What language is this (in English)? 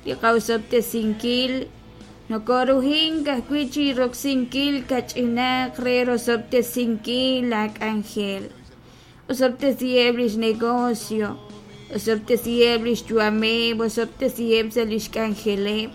Kekchí